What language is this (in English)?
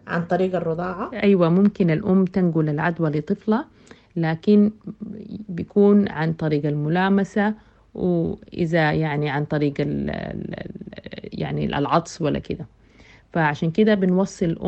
Sudanese Arabic